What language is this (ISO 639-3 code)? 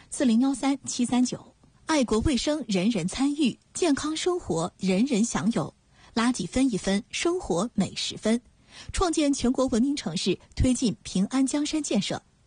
zho